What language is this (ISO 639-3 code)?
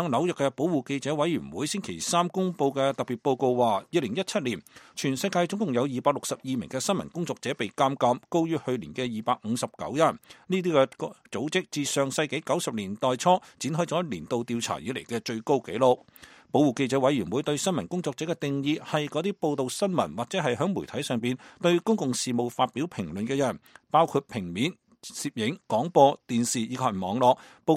yue